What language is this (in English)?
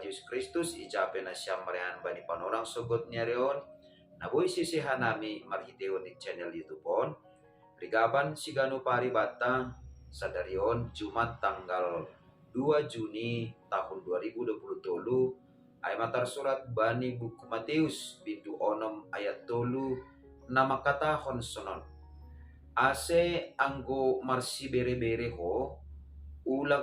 Batak Simalungun